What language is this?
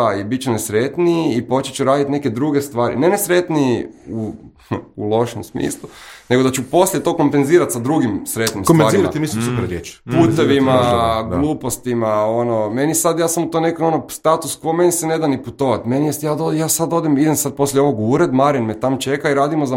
Croatian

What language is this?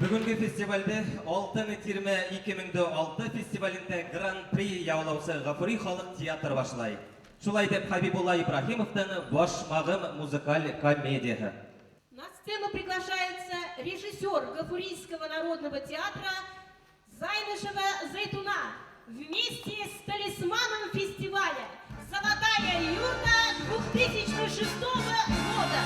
Bashkir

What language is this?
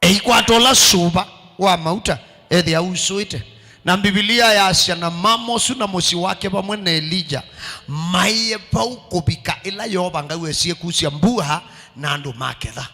Kamba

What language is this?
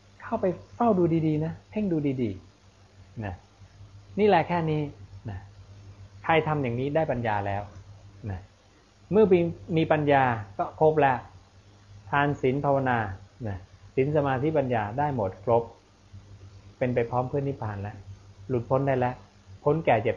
Thai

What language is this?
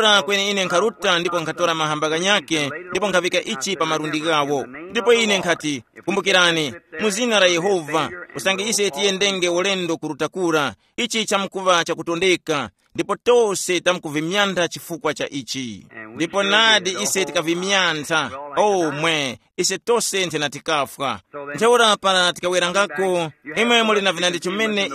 Tumbuka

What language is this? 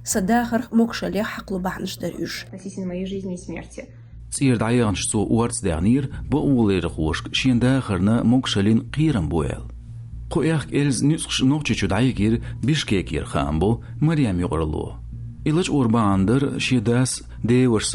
Chechen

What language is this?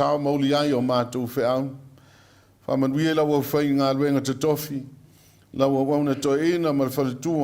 Samoan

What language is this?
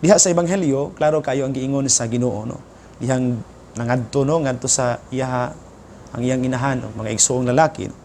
Cebuano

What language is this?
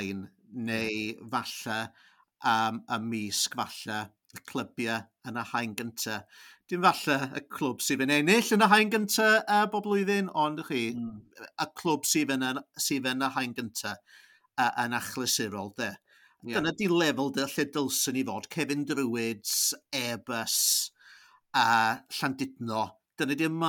Welsh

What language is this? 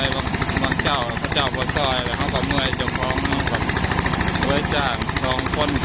Northeastern Thai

